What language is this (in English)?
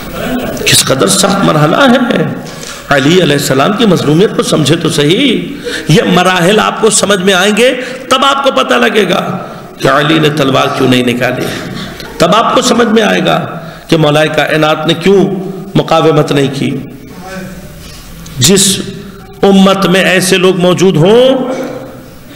Urdu